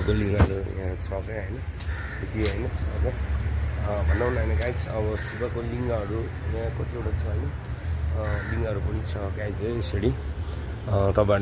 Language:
Nepali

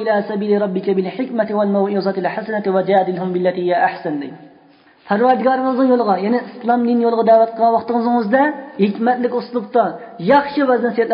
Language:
Uyghur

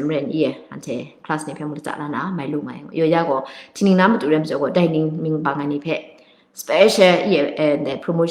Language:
Kachin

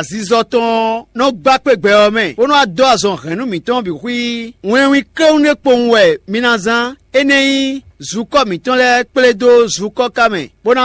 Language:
Fon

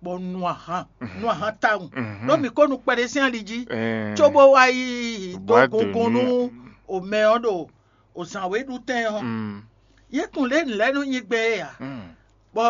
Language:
Fon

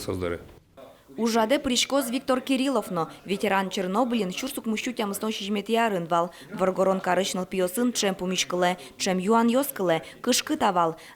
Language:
Udmurt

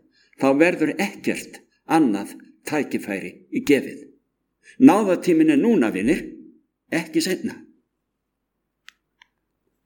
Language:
Icelandic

